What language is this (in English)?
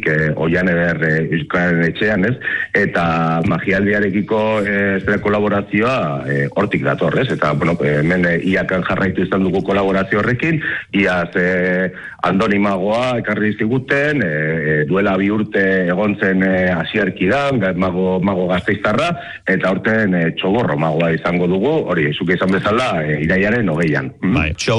Basque